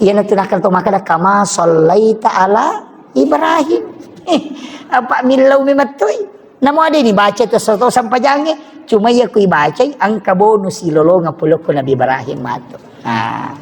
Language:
Buginese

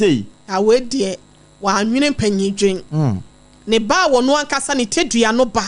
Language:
Akan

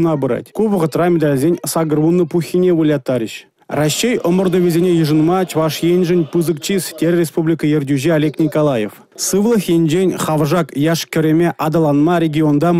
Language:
Chuvash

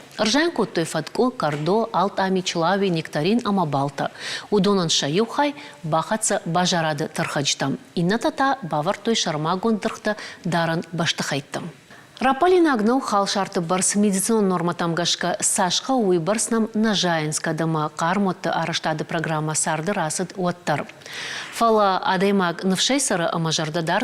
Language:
Ossetic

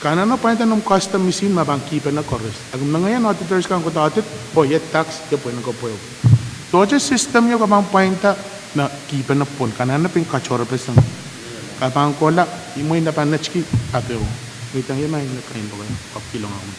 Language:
Pohnpeian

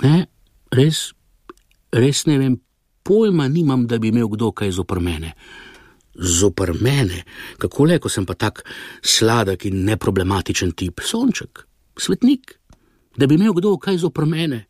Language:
Slovenian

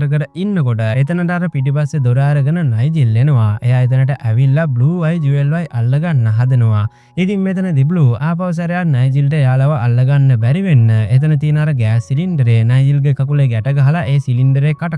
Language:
Sinhala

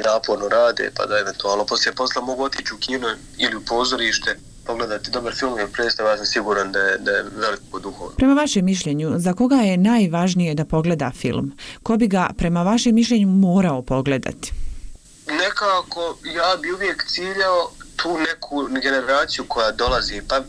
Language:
Bosnian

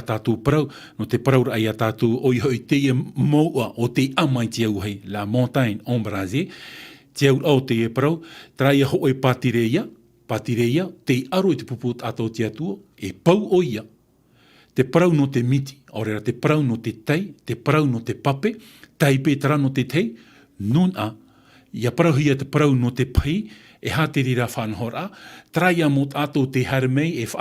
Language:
Tahitian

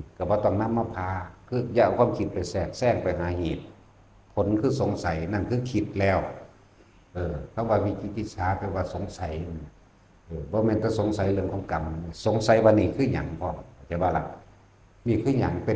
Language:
Northeastern Thai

